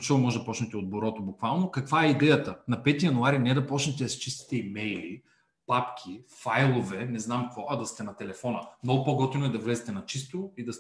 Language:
Bulgarian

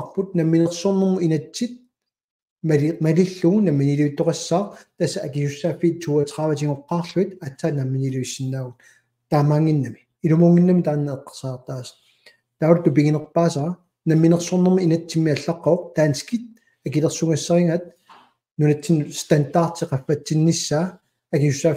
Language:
Kalaallisut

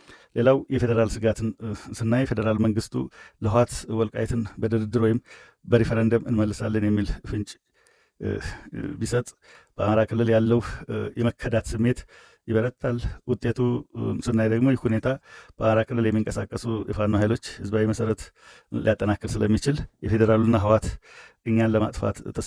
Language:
Amharic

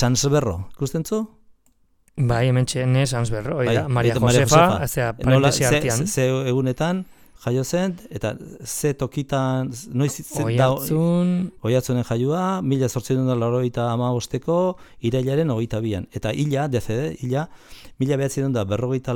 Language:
Basque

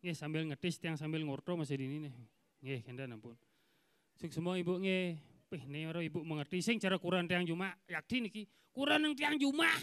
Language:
Balinese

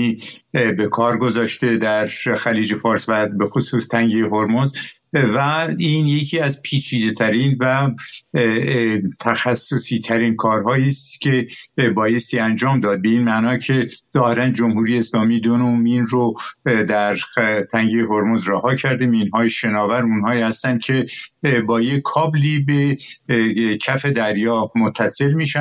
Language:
Persian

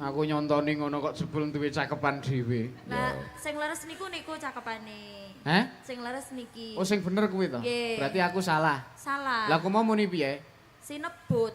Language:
Javanese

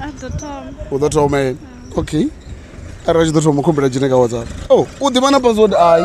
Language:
Venda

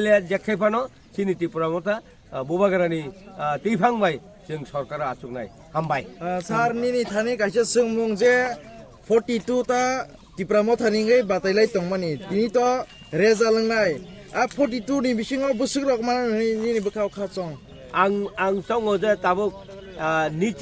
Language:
Kok Borok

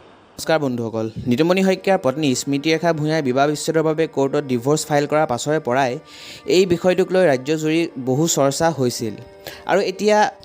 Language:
Assamese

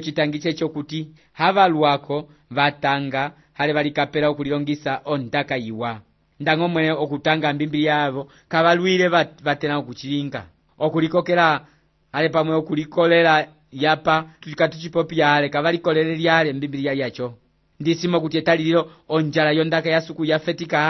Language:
Umbundu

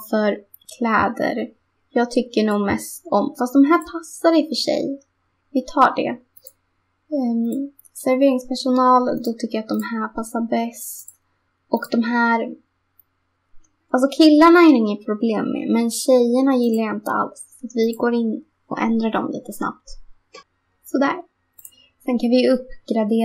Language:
Swedish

